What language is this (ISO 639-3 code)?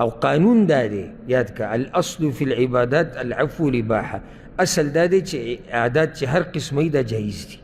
pus